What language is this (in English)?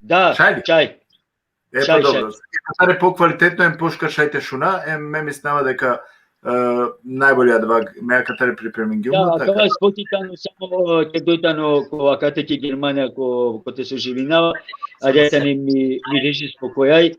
Balkan Romani